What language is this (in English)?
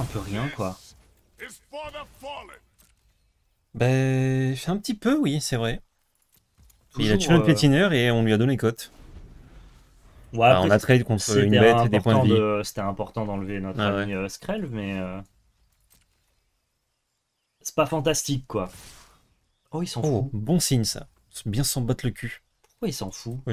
French